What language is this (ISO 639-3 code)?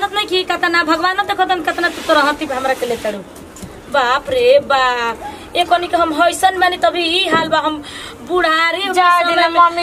bho